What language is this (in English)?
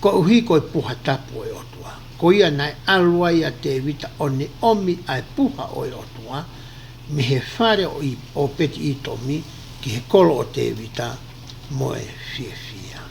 Tongan